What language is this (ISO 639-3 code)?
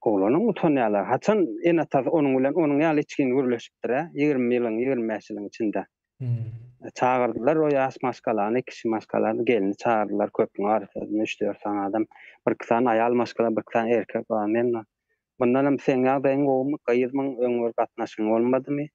tuk